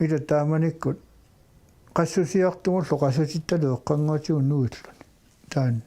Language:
Kalaallisut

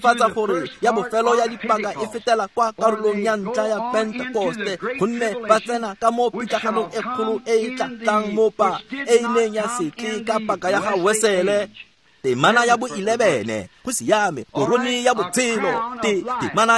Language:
Tswana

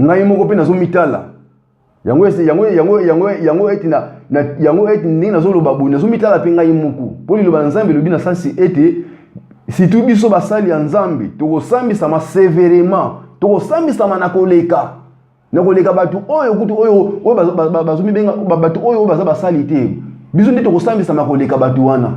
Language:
Lingala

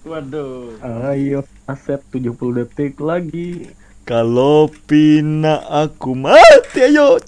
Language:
Banjar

